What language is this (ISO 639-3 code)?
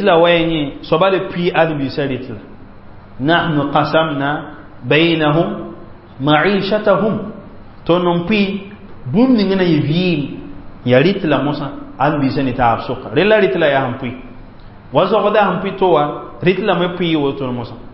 mos